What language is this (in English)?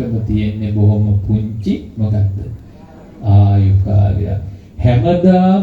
Sinhala